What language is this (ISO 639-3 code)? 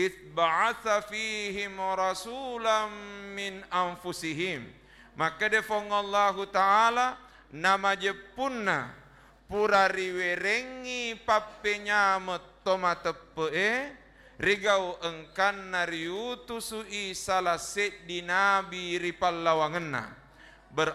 bug